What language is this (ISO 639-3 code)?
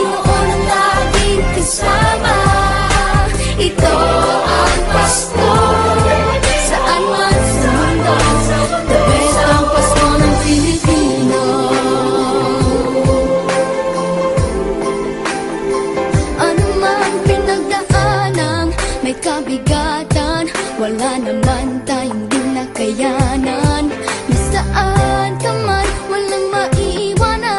fil